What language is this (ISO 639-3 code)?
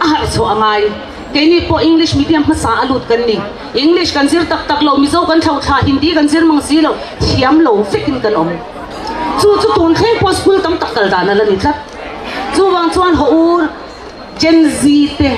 lus